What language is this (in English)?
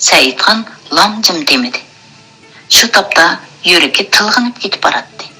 Uyghur